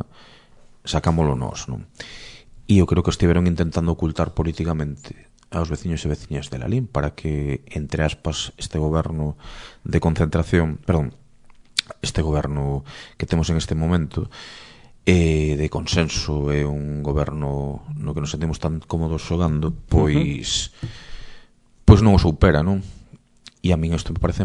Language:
Galician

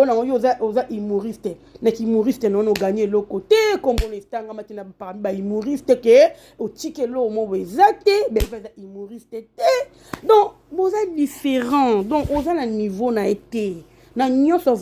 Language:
Lingala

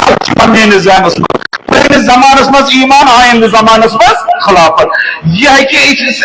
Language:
Kashmiri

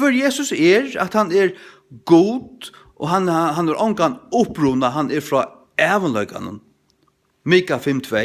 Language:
Faroese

